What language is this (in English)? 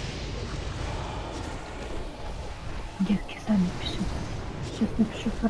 Russian